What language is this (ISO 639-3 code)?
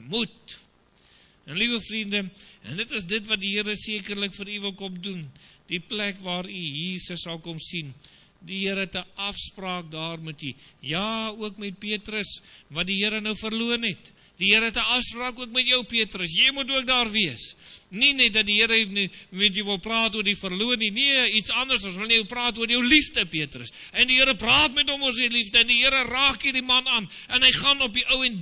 afr